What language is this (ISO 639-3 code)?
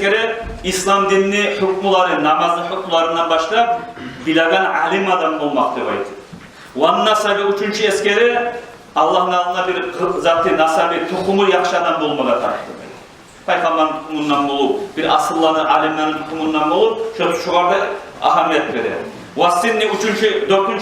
kum